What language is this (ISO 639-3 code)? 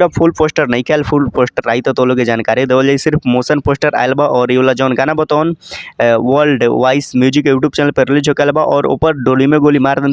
bho